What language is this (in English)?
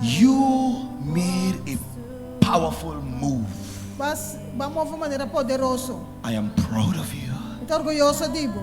Papiamento